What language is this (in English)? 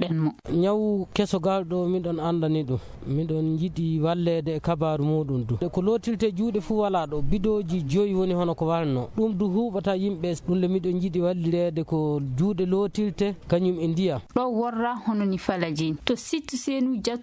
Maasina Fulfulde